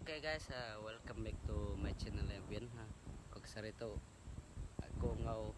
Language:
Iban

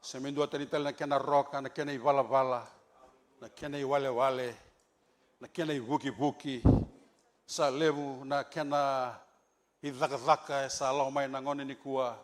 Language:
Fijian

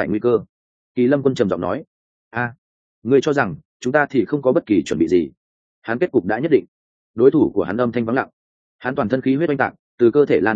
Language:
Vietnamese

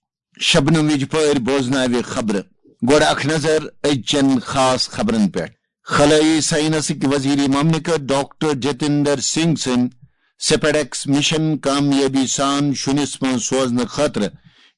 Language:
Kashmiri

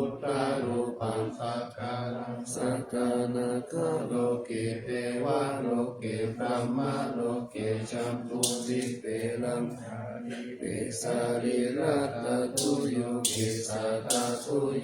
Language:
Pali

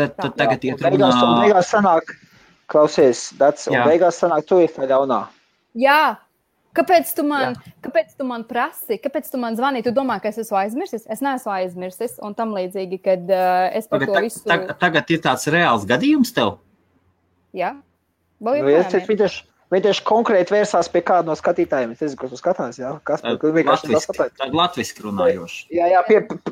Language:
Latvian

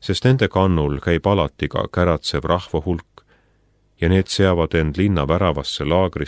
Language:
Estonian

